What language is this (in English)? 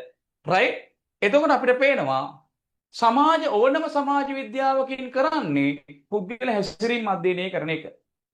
Sinhala